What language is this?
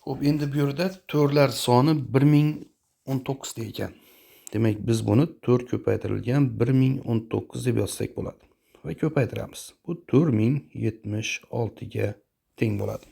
Uzbek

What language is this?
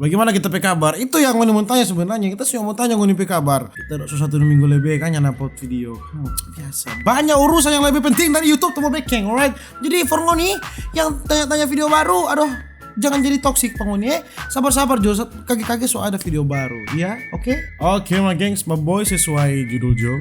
Manado Malay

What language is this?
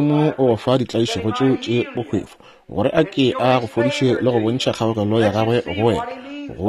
Northern Sotho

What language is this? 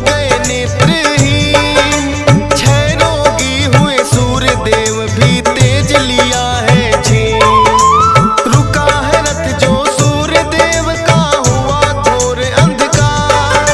Hindi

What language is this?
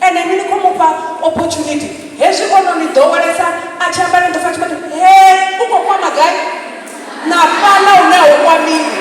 Venda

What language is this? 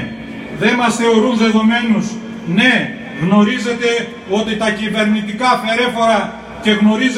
Greek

